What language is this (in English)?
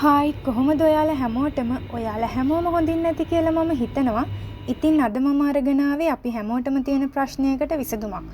Sinhala